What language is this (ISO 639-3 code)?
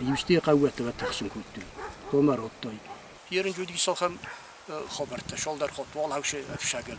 oss